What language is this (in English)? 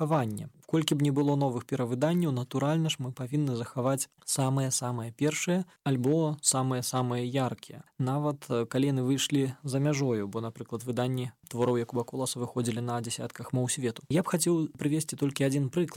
Belarusian